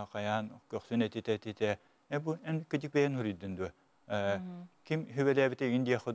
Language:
Yakut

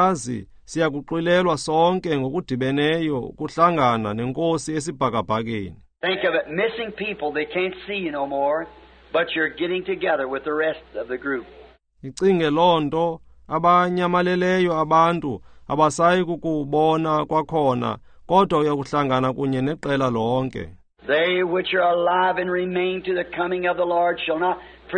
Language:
Xhosa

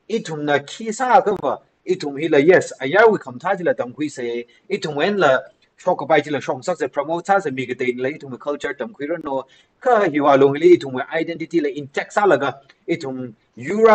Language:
Tangkhul Naga (India)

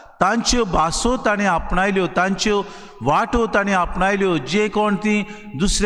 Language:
Konkani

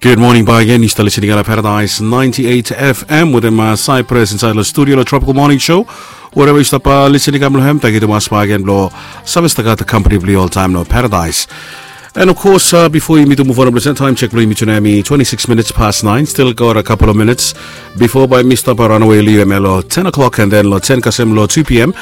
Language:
Bislama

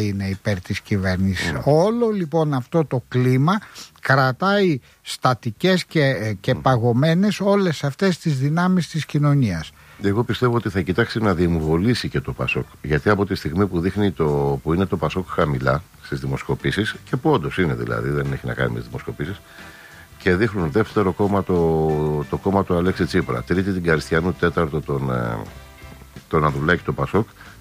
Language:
Greek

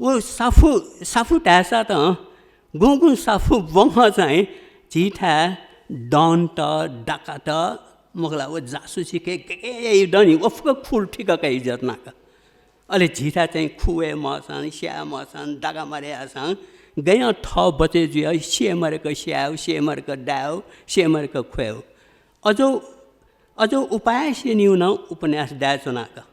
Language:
Newari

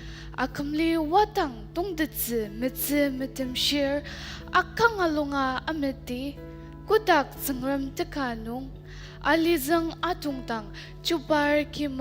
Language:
Ao Naga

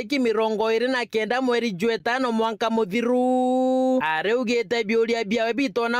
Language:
Meru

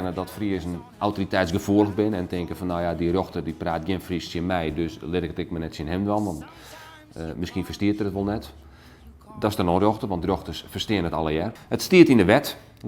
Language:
Western Frisian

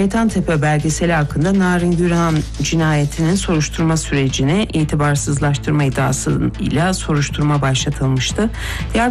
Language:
Turkish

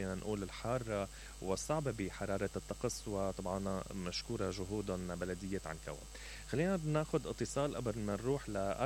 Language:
Mesopotamian Arabic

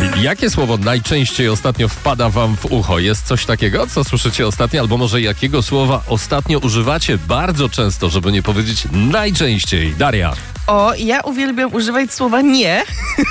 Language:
Polish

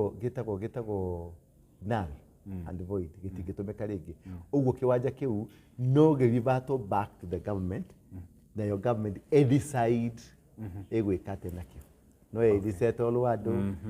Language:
Kikuyu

